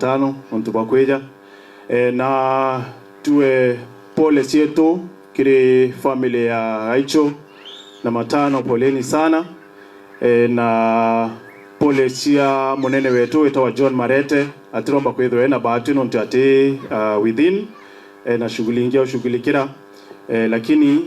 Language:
Meru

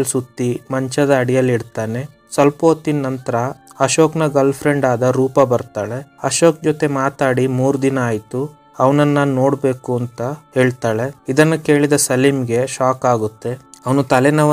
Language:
Kannada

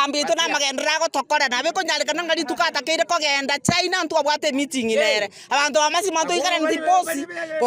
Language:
Gusii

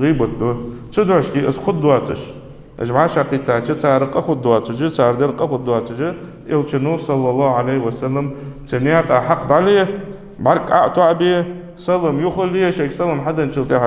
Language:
Ingush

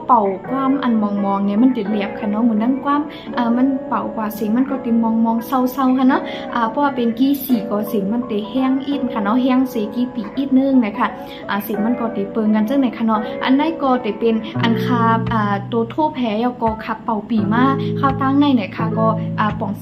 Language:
Shan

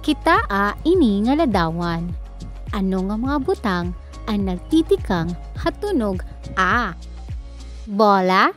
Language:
Waray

